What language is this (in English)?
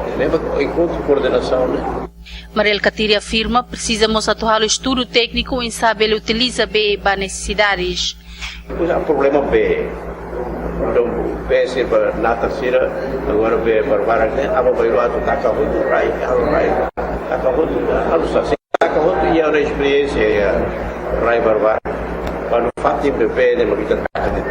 Tetum